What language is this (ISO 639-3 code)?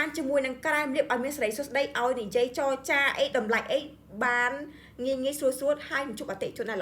khm